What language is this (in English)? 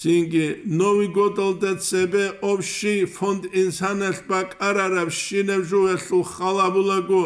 Avaric